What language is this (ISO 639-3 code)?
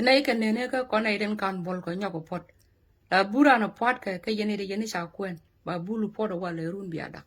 nus